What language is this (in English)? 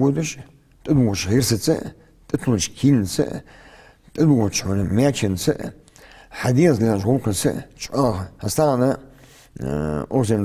Ingush